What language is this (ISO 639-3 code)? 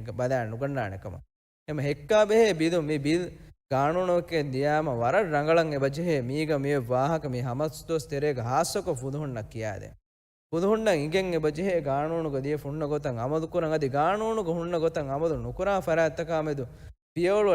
div